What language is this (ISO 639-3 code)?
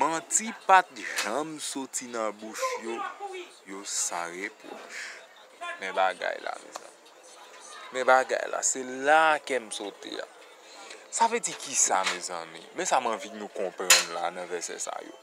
hat